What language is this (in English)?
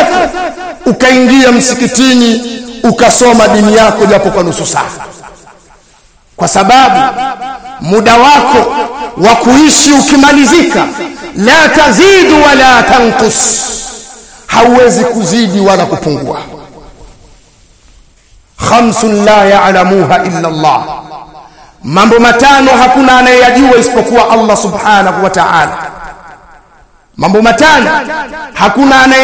Swahili